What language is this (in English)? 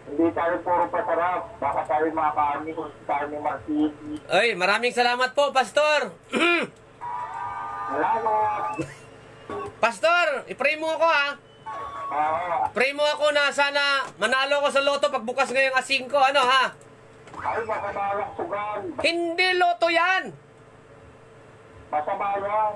Filipino